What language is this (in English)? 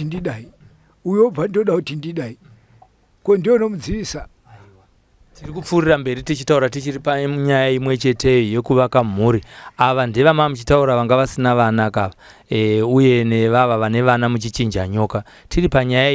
Shona